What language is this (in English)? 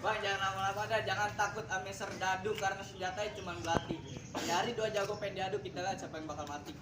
Betawi